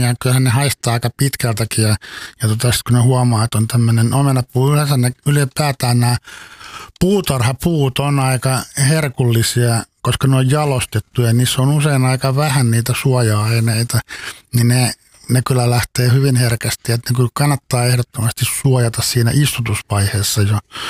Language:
Finnish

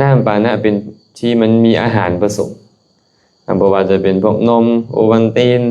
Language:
Lao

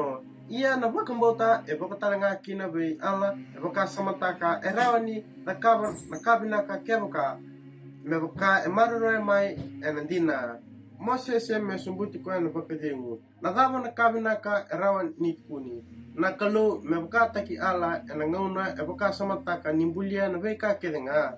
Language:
Fijian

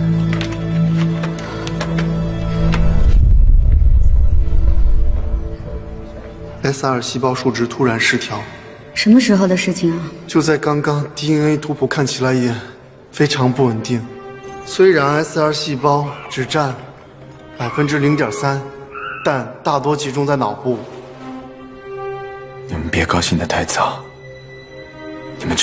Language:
Chinese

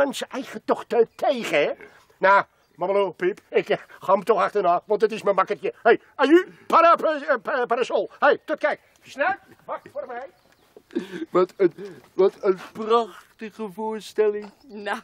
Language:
Dutch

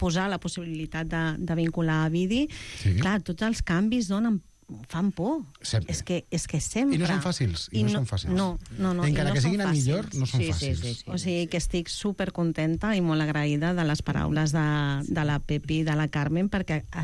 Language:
Catalan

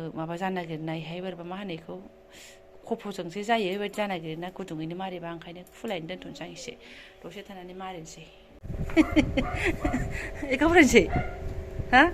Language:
Bodo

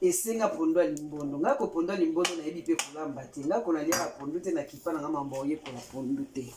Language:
Lingala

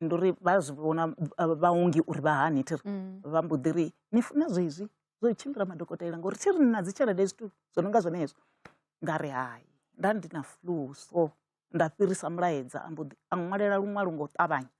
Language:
Venda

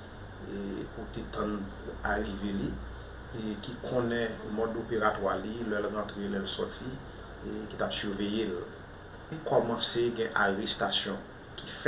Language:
Haitian Creole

